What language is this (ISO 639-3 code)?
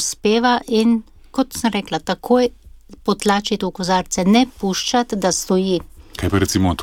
slv